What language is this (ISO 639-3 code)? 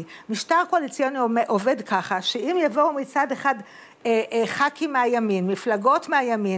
heb